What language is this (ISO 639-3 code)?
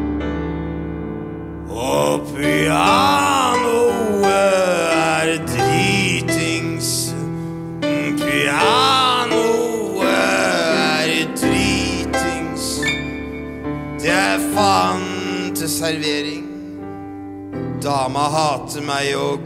nor